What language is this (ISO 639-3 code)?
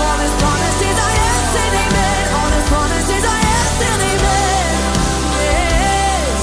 fij